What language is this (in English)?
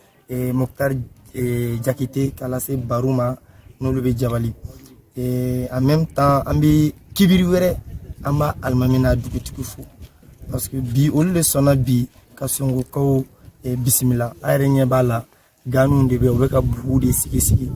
Bambara